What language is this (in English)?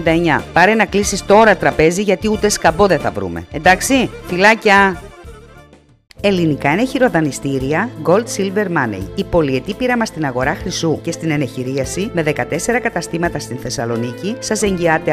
Greek